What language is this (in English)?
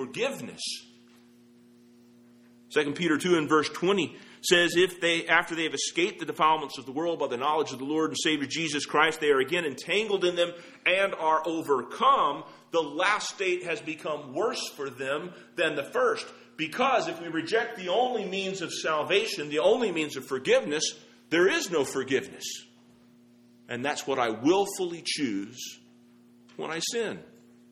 English